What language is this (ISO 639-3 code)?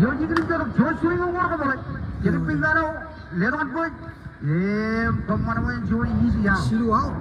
mah